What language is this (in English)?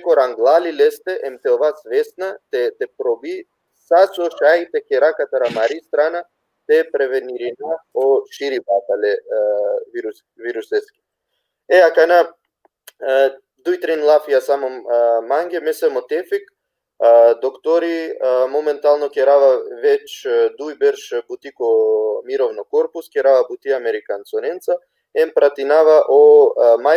Balkan Romani